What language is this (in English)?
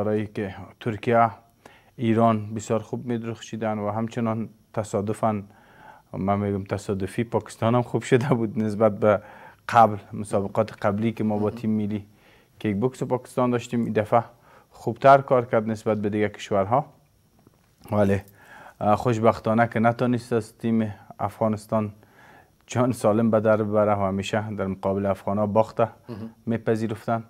Persian